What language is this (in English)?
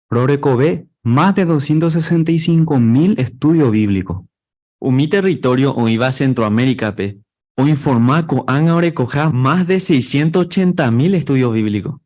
Guarani